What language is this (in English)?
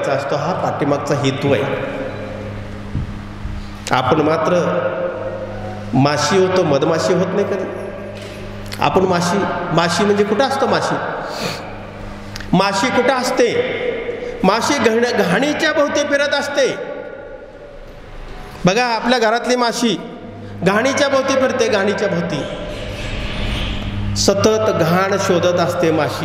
Marathi